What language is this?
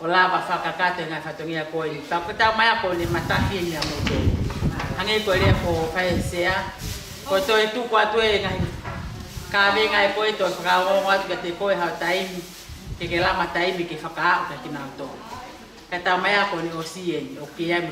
Tongan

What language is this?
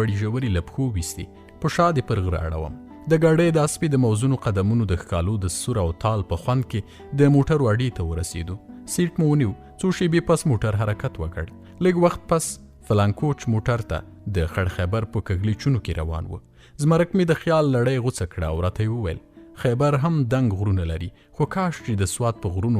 Pashto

